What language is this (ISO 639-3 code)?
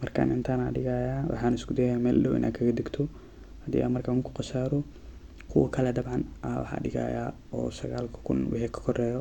som